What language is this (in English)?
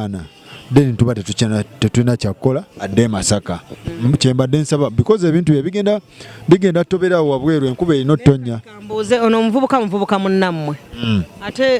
Ganda